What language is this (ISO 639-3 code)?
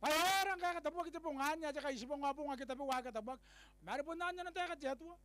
gil